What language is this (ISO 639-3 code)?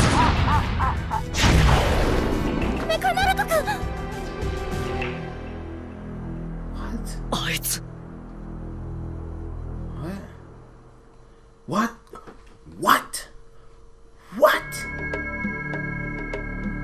jpn